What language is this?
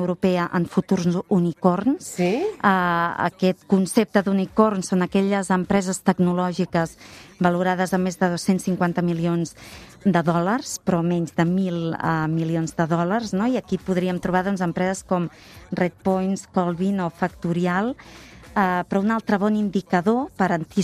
Catalan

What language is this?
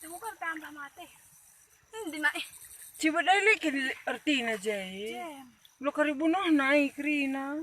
Batak Karo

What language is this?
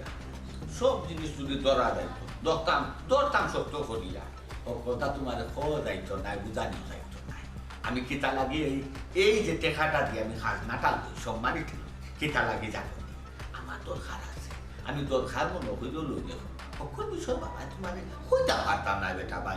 Sylheti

